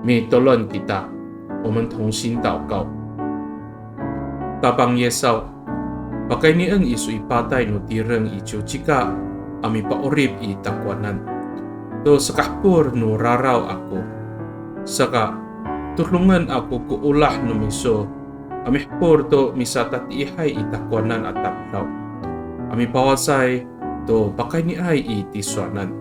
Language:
Amis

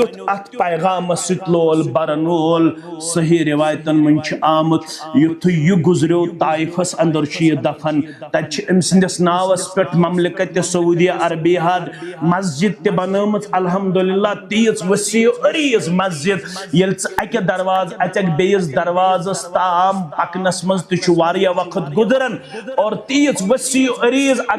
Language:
Kashmiri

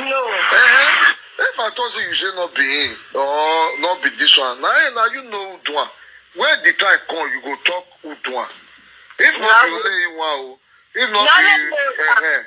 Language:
Nigerian Pidgin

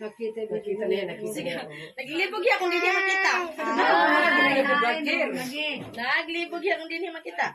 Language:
Waray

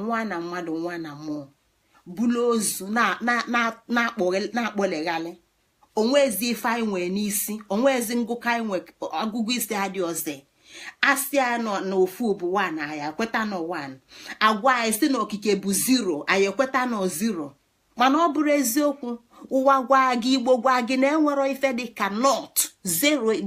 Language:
Igbo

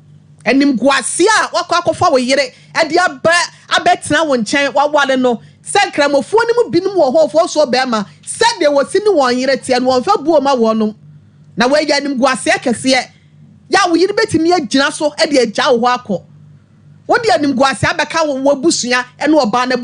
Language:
Akan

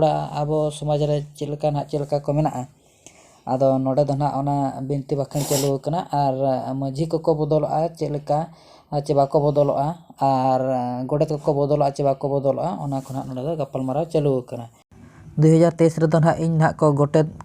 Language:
Santali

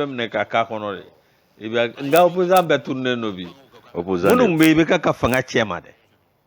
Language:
Bambara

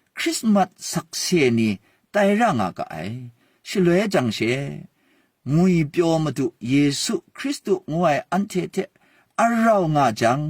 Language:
Kachin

